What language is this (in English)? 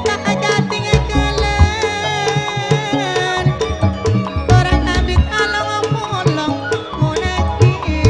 Madurese